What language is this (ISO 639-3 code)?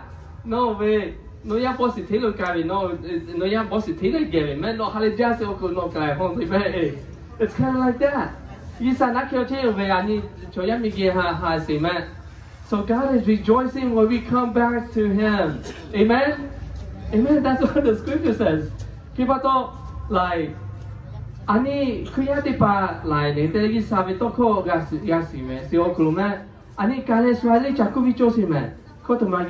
lhu